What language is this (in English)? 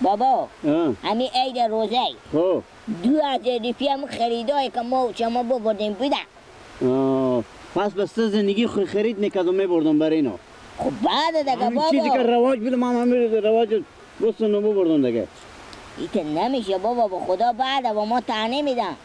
Persian